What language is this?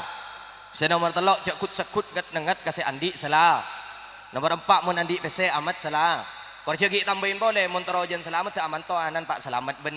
Madurese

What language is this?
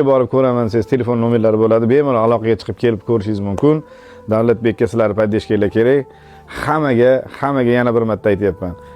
Uzbek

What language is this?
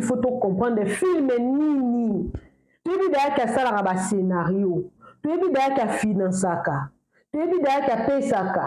Lingala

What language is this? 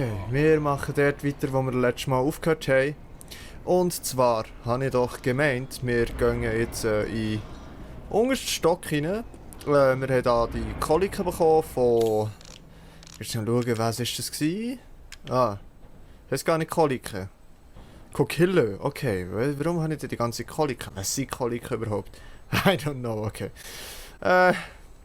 Swiss German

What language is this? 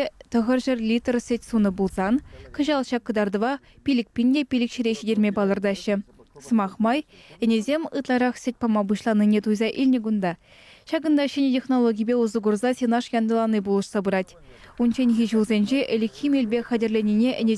Chuvash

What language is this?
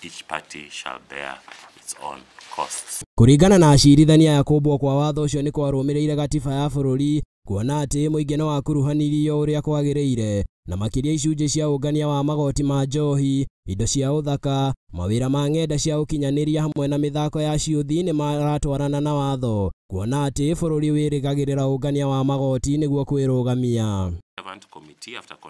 Kikuyu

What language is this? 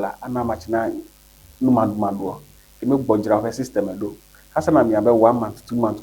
Ewe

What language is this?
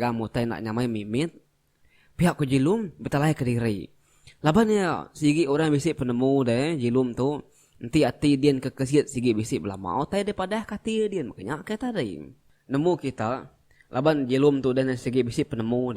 Iban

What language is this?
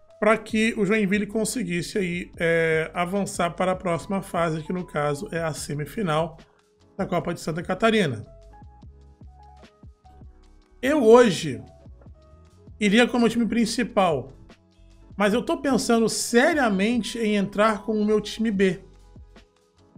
Portuguese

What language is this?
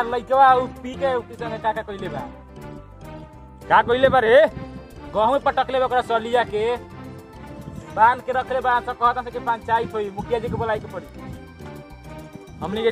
Bhojpuri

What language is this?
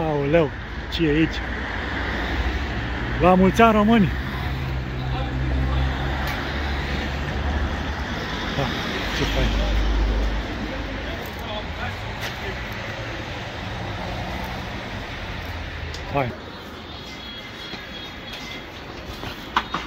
Romanian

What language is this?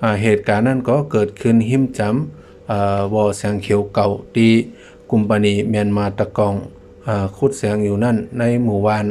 Shan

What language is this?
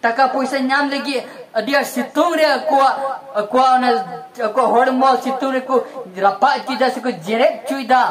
Santali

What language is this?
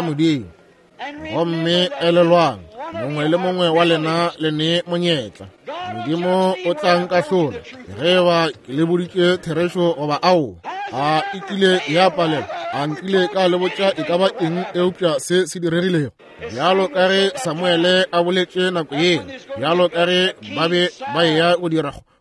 Northern Sotho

